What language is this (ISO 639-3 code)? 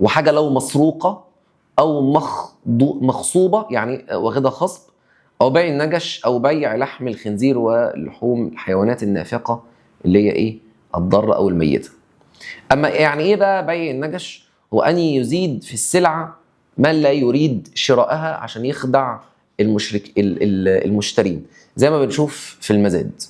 arz